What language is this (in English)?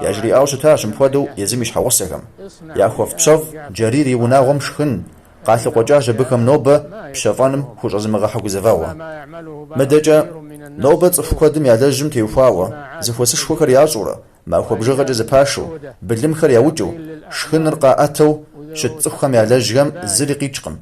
Kabardian